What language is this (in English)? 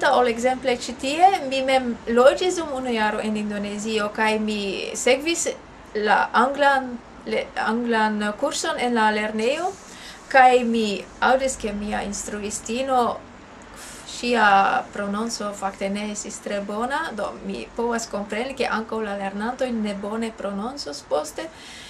Esperanto